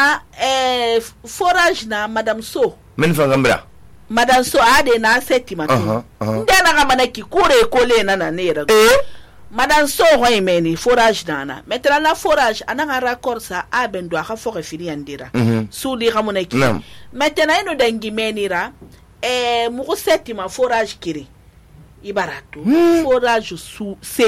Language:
Susu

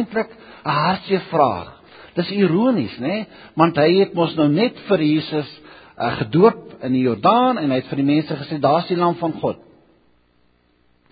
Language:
Afrikaans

